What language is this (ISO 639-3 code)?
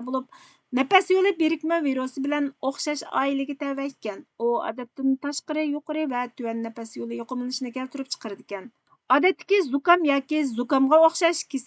uig